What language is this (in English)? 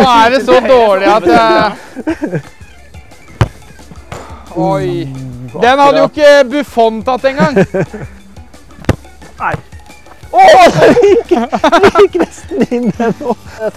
Norwegian